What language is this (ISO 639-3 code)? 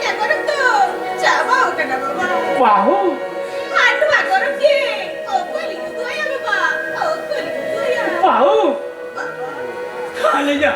sat